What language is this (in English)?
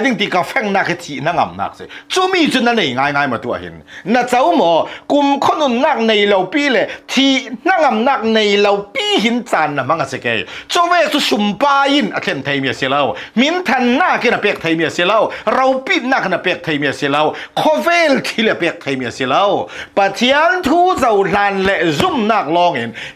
Hakha Chin